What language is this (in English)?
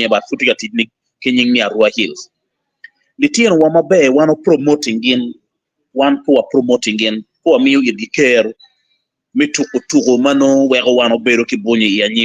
Acoli